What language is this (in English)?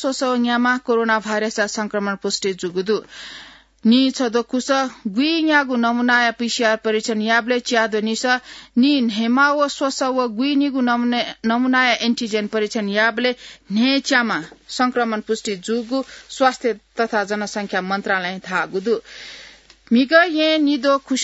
Newari